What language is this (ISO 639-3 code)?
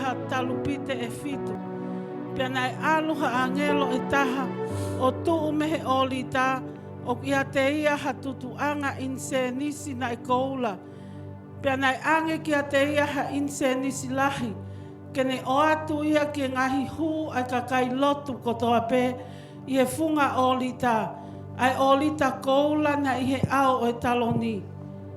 ton